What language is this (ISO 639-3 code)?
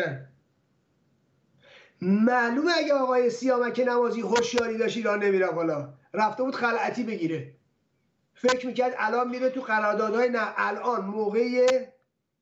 fas